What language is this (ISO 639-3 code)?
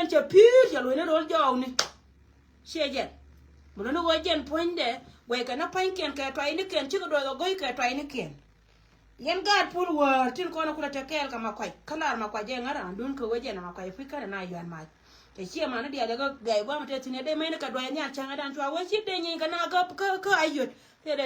nus